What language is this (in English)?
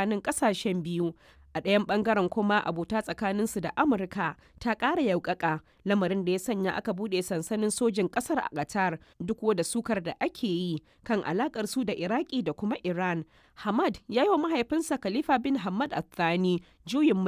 Hausa